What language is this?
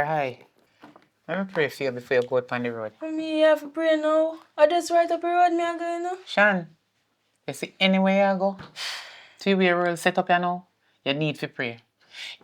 Jamaican Creole English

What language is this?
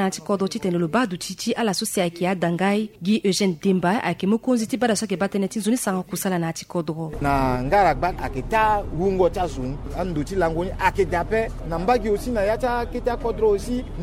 Sango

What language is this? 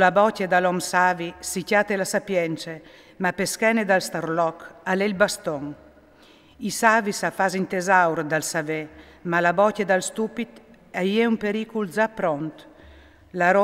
Friulian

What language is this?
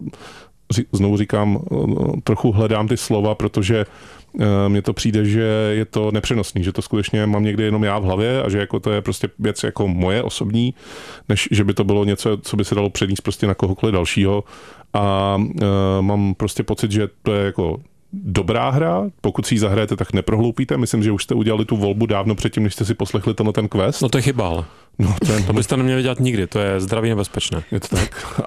Czech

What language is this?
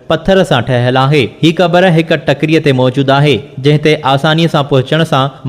Sindhi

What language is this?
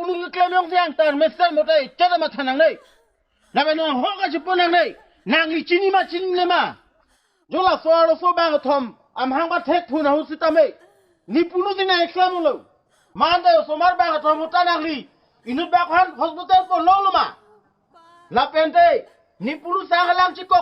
Karbi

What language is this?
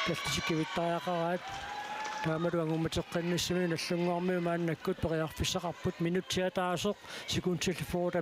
Kalaallisut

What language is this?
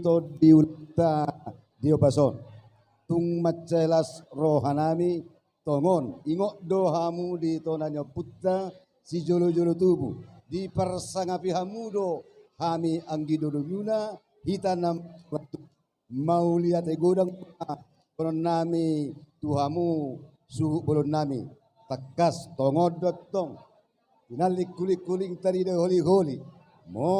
Batak Toba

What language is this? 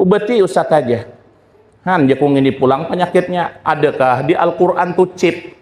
Banjar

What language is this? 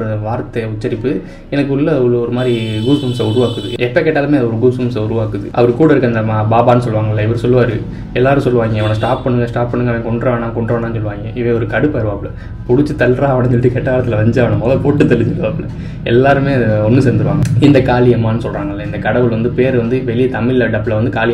Tamil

